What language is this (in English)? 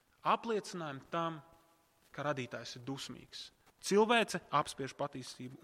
Latvian